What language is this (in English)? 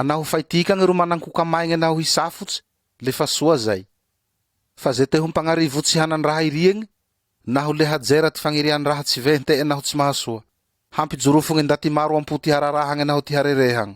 Malagasy